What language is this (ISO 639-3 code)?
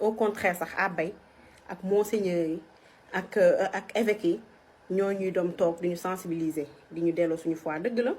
wol